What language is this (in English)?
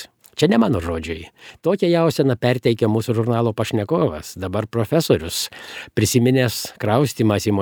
Lithuanian